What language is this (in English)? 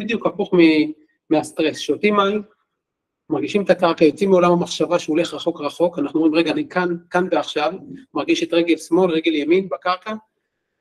Hebrew